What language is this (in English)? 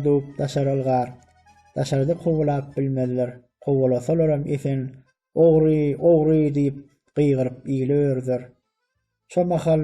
Turkmen